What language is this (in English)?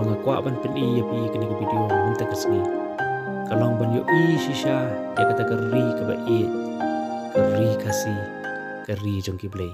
Khasi